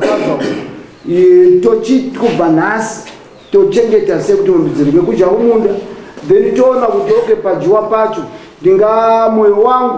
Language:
Shona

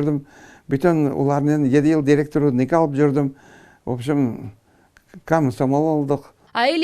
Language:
Crimean Tatar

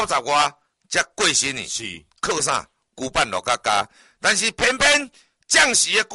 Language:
Min Nan Chinese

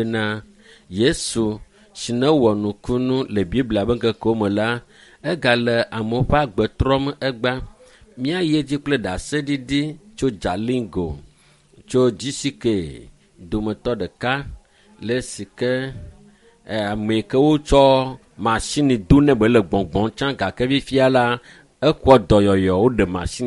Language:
Ewe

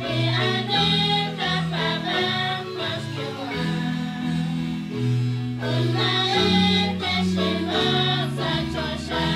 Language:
Kekchí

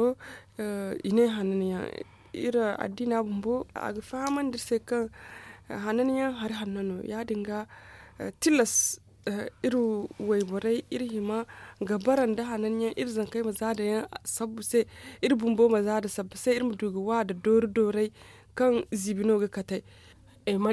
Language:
Zarma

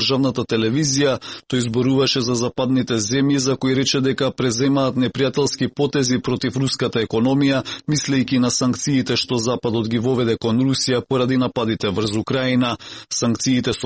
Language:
Macedonian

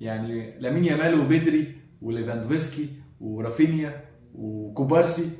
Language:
Egyptian Arabic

